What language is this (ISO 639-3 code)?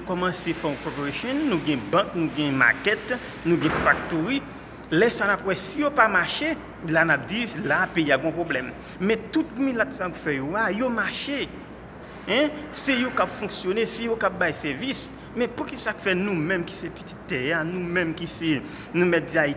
hat